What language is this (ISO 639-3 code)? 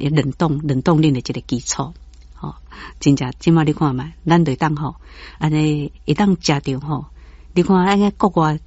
nan